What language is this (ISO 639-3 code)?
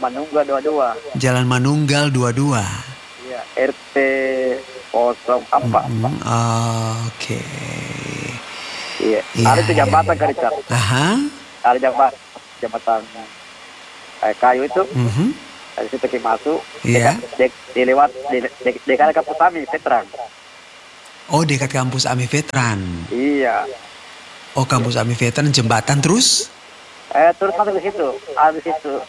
ind